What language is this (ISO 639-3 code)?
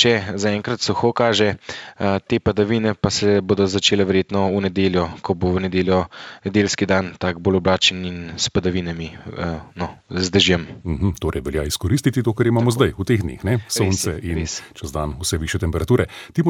slv